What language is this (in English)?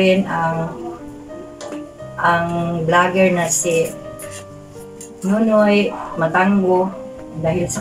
Filipino